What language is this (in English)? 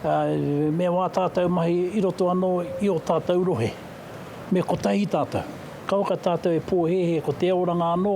Māori